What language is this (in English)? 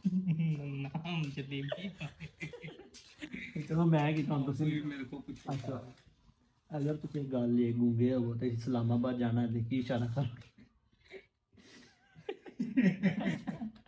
Punjabi